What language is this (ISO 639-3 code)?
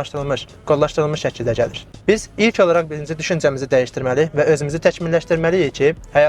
aze